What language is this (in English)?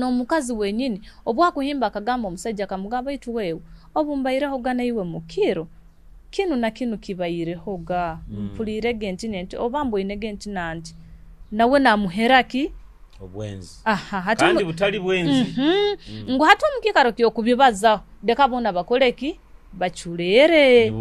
Nyoro